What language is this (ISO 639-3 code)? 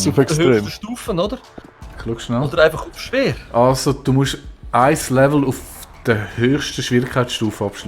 gsw